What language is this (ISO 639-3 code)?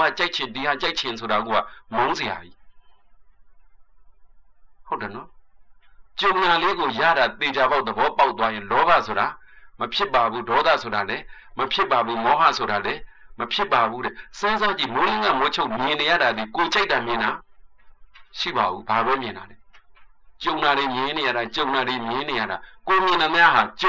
mya